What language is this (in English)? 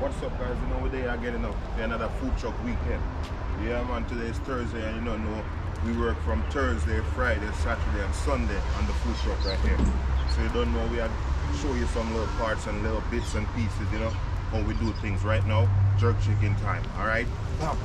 Jamaican Creole English